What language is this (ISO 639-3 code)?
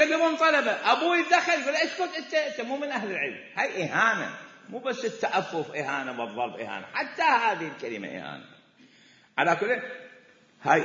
acm